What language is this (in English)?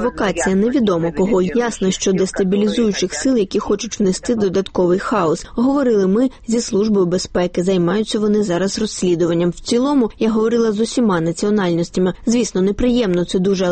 Ukrainian